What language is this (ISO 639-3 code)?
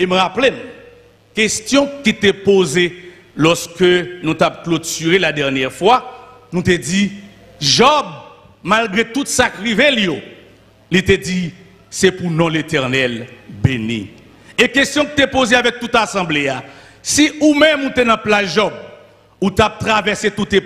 fra